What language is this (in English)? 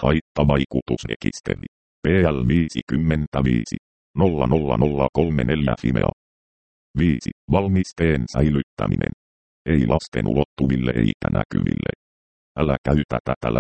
Finnish